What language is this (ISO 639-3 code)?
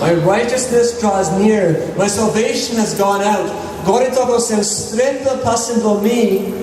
tpi